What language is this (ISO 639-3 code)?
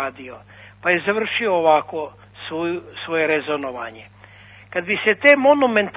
srp